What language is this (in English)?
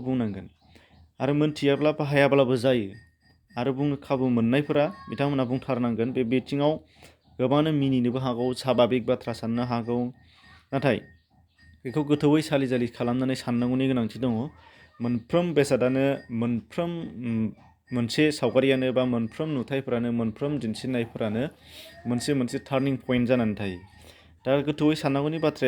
Bodo